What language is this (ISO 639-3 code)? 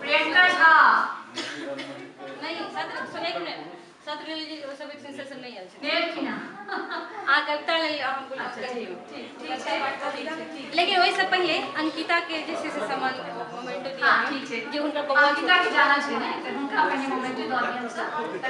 mai